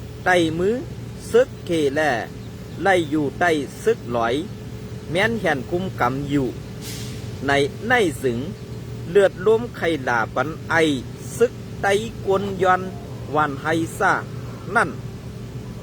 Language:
Shan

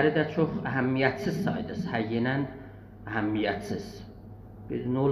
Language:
South Azerbaijani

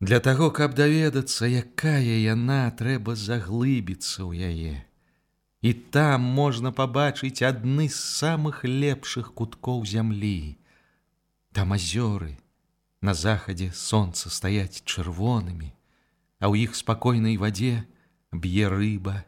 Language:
Belarusian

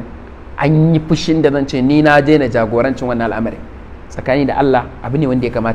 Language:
Hausa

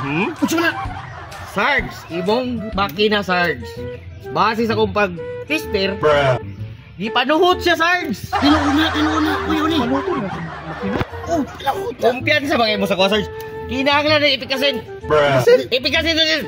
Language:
Cebuano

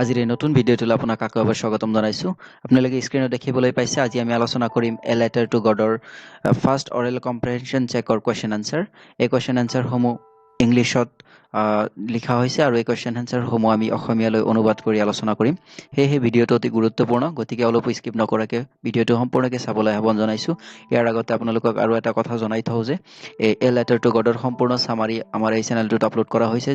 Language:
Assamese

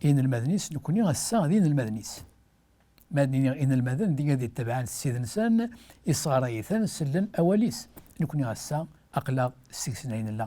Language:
Kabyle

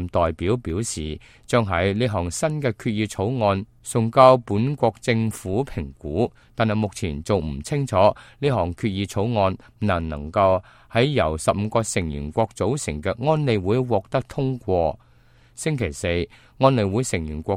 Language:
Cantonese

